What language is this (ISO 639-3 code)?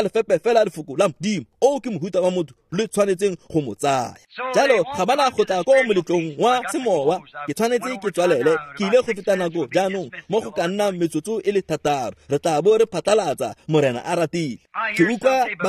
tsn